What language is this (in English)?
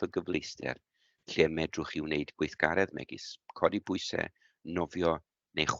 Welsh